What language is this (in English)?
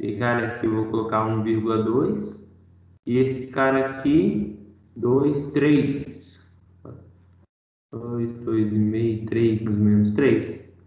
Portuguese